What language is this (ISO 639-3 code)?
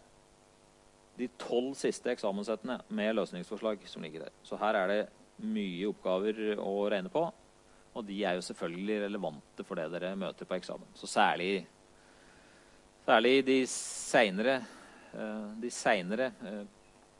nor